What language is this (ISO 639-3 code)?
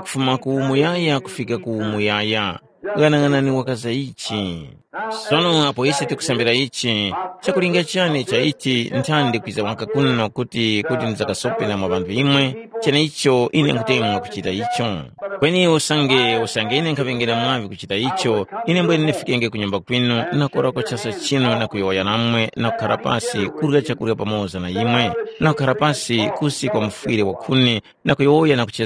tum